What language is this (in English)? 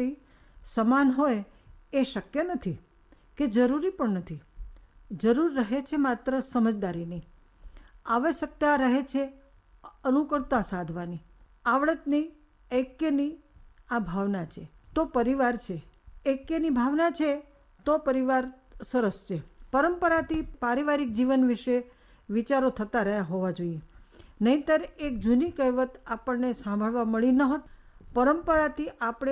Gujarati